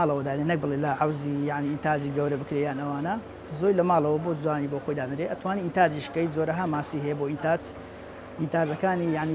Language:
Central Kurdish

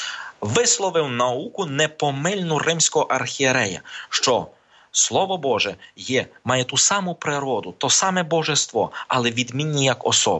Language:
Ukrainian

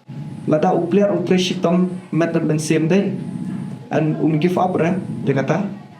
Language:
Khasi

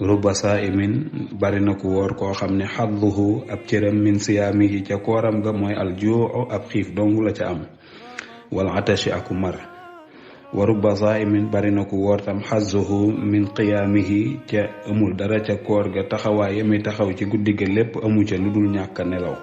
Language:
Wolof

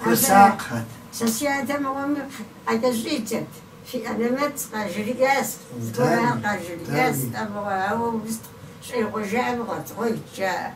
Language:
Kabardian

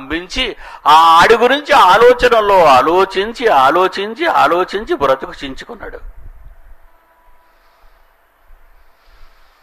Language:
Telugu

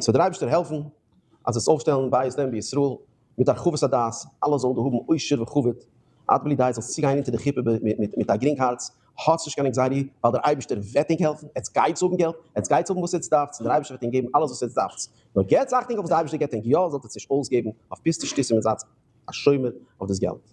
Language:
Yiddish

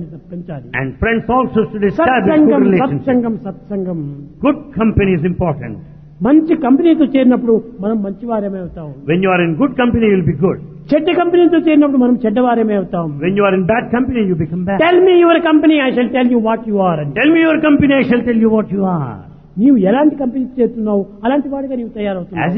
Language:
Telugu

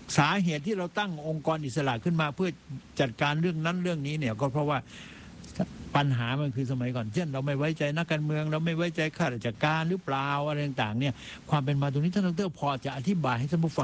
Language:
Thai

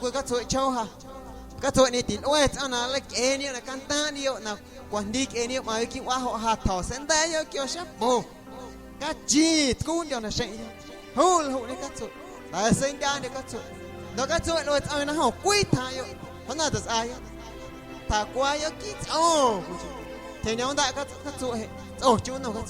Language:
Guerrero Amuzgo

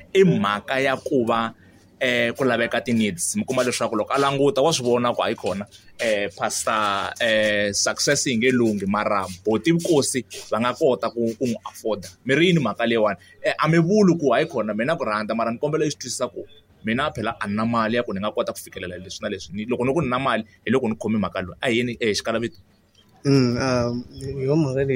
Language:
Tsonga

